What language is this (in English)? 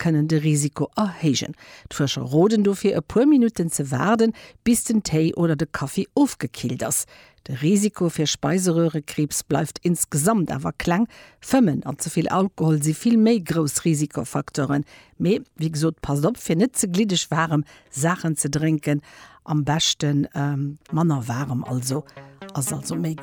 Luxembourgish